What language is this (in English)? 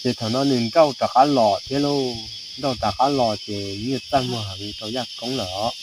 Hmong